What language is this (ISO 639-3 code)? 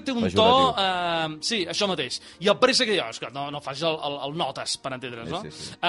cat